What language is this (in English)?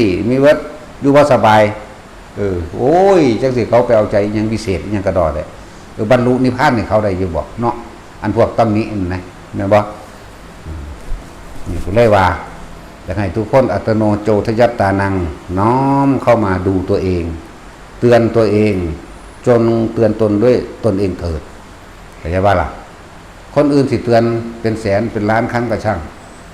Northeastern Thai